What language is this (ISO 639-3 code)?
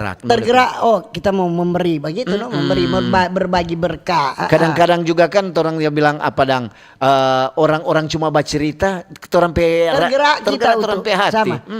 xmm